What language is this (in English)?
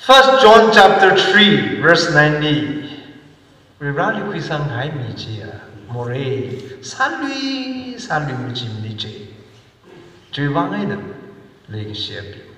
Tangkhul Naga (India)